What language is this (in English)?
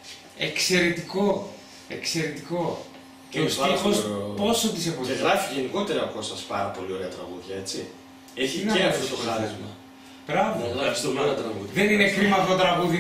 Greek